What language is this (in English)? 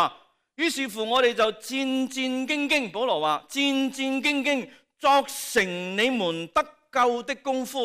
Cantonese